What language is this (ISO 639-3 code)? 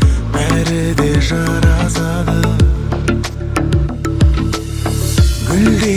kaz